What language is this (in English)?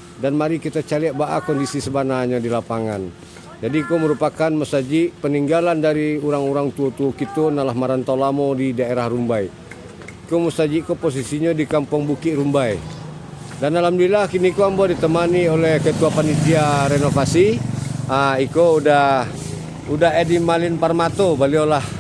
Minangkabau